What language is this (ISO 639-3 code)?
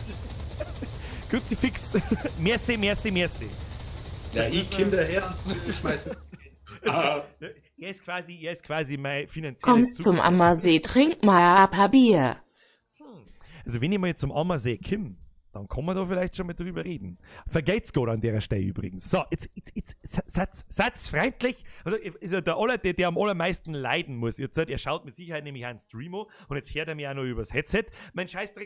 bar